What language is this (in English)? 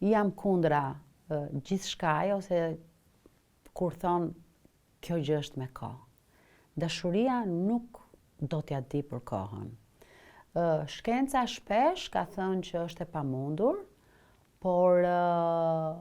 Albanian